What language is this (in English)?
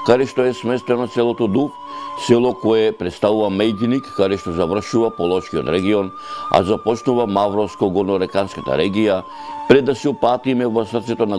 Macedonian